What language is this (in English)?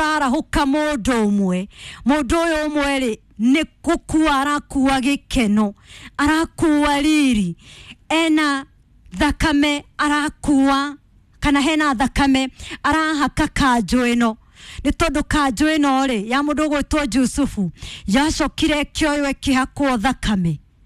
Kikuyu